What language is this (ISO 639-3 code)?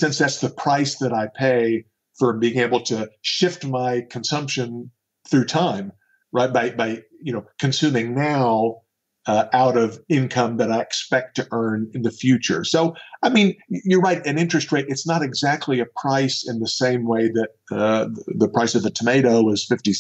eng